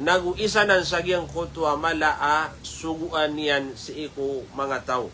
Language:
Maranao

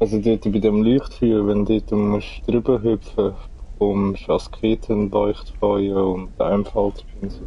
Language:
Swiss German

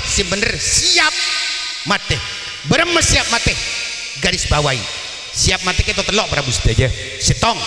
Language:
Madurese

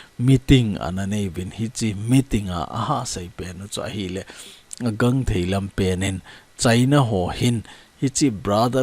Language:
Thado Chin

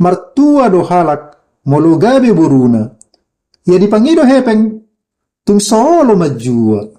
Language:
Batak Toba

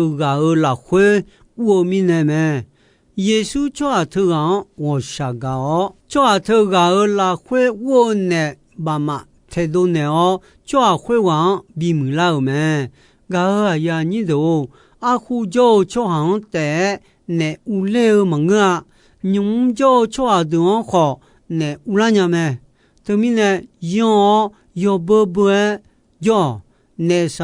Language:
Akha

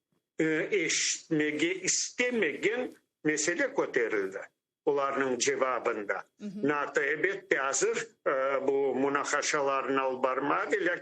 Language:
Crimean Tatar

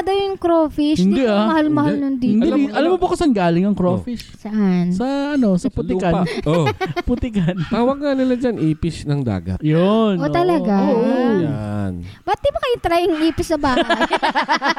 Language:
Filipino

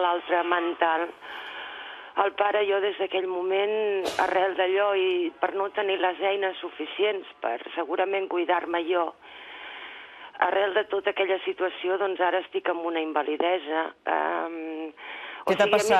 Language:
Catalan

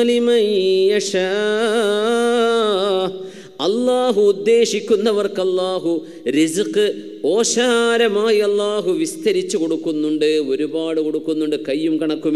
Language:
Malayalam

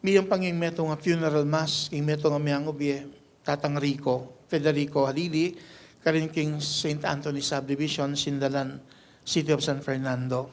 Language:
Pampanga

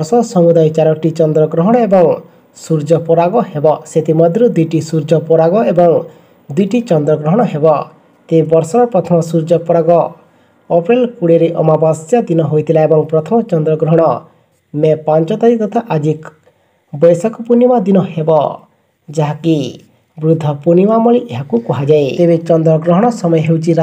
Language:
Odia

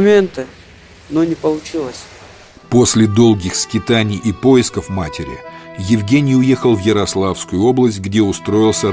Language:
Russian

